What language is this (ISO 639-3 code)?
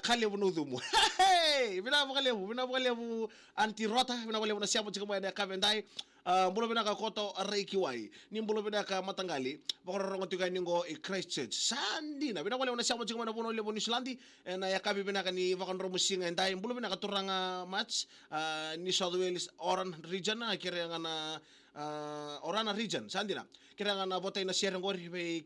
fij